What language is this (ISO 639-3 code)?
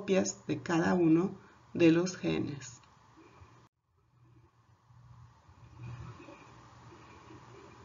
spa